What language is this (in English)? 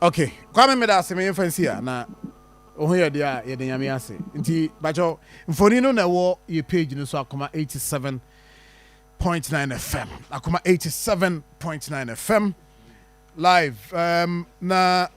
Akan